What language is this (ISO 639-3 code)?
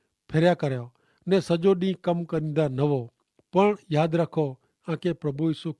kfr